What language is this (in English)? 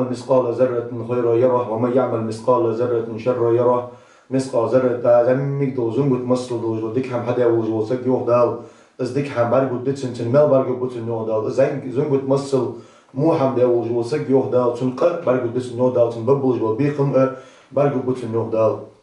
Ingush